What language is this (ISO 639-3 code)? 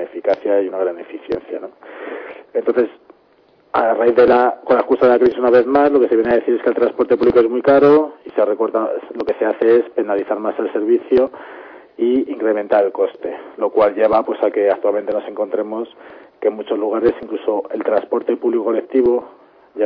spa